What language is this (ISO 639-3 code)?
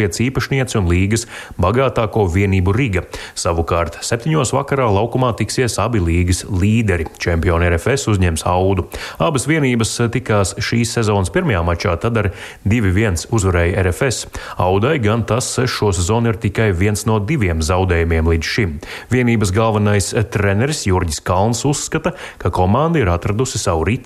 lav